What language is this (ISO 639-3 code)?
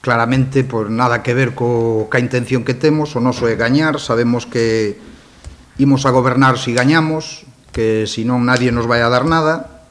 glg